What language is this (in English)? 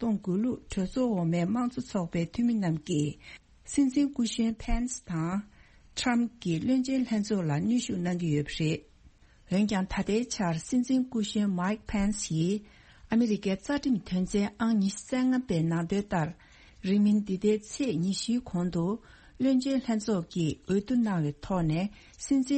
Tibetan